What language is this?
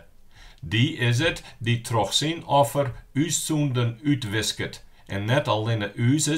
Western Frisian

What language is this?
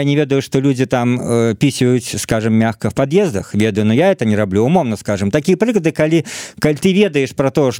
Belarusian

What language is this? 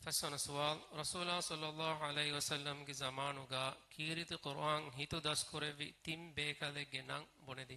Divehi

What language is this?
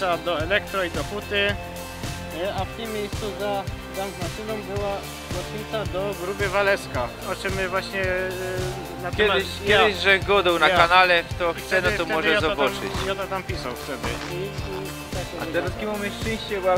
Silesian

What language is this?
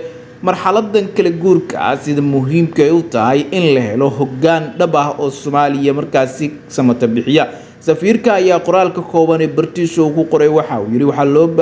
Somali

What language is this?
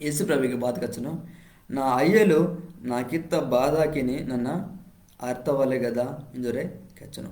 Koya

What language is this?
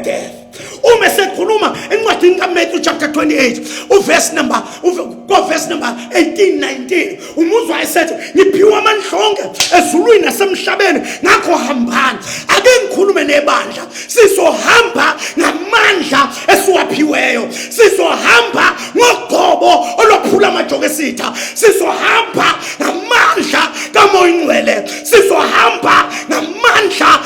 Zulu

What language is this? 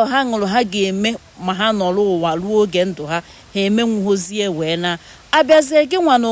Igbo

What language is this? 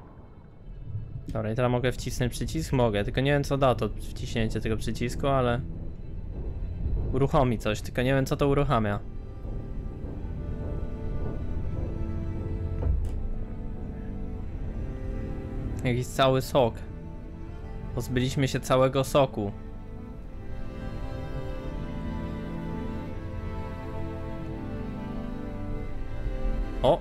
Polish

